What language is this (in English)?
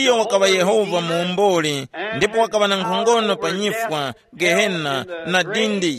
Tumbuka